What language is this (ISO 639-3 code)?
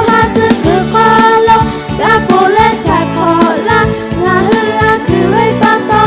lhu